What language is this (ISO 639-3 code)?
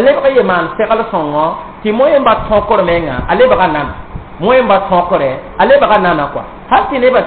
mos